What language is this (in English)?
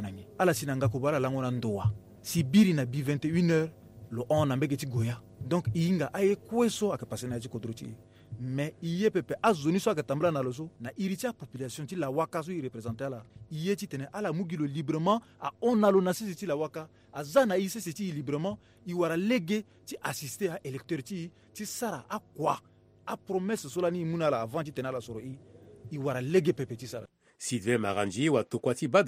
Sango